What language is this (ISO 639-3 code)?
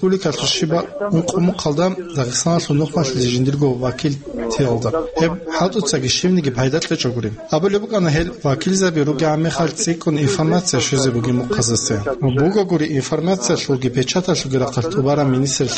ava